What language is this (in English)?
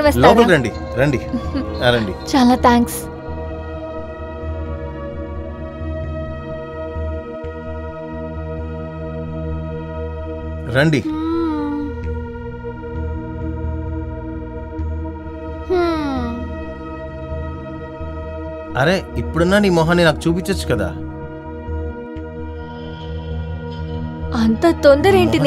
Telugu